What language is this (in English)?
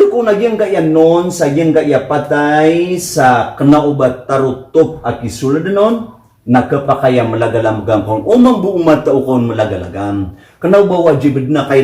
Maranao